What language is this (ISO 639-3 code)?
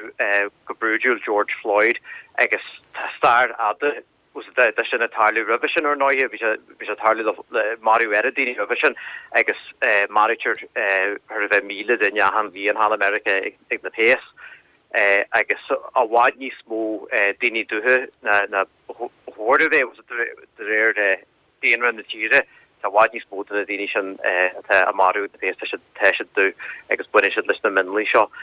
gle